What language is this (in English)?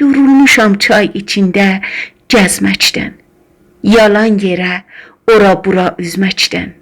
South Azerbaijani